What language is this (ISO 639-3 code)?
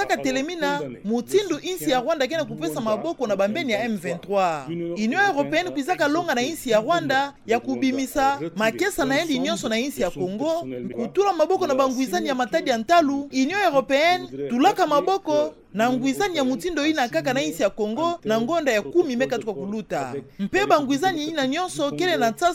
ktu